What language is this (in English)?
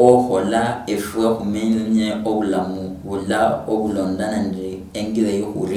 Luyia